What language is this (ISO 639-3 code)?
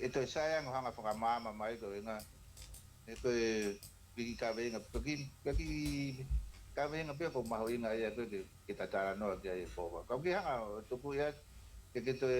ton